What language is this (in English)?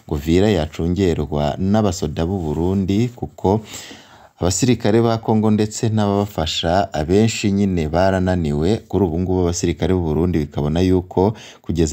Rundi